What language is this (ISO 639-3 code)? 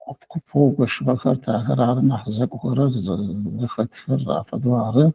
ady